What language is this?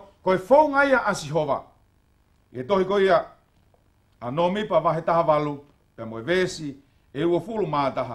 Tongan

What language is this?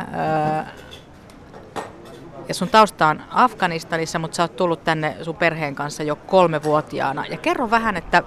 Finnish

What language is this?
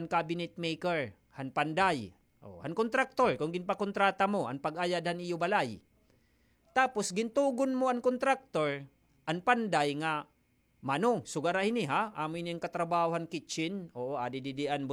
Waray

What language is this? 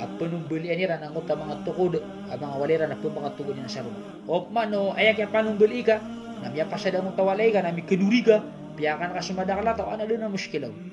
Maranao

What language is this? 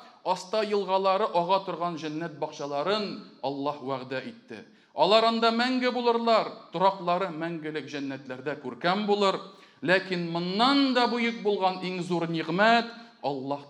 Tatar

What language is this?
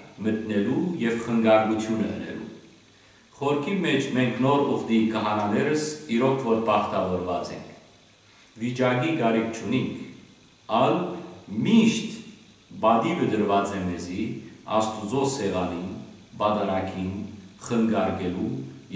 Western Armenian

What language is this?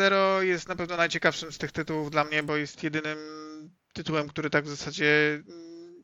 Polish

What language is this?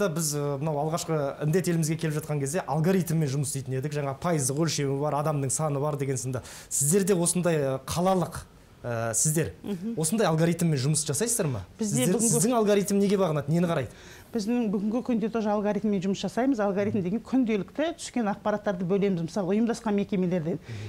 Kazakh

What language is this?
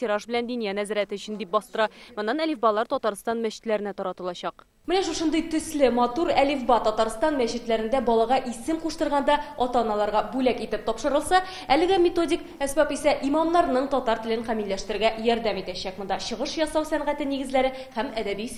Tatar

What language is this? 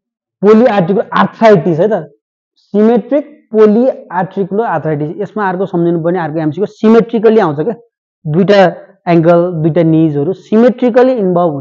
Nepali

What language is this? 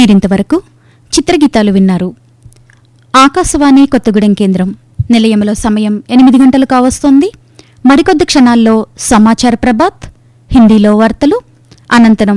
Telugu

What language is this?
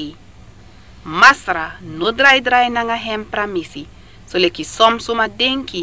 Sranan Tongo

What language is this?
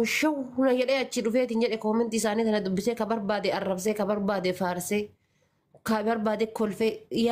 Oromo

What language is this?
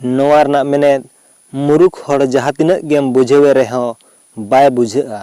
Santali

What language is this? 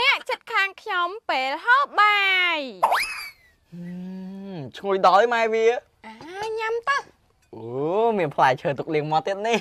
Khmer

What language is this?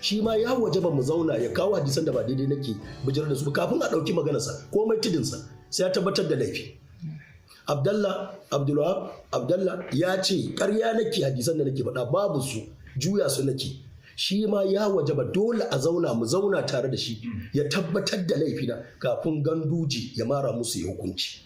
Hausa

